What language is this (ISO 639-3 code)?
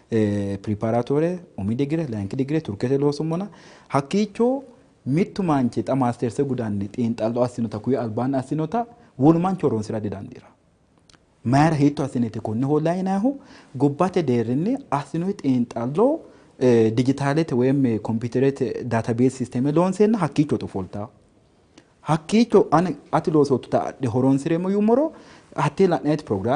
sid